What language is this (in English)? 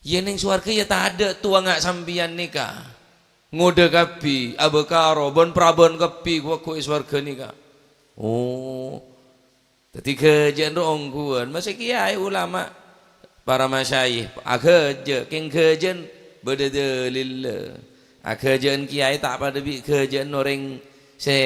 Madurese